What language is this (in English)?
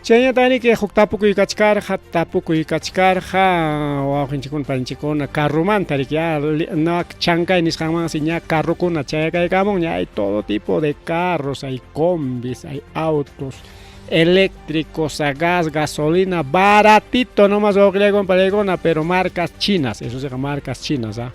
Ayacucho Quechua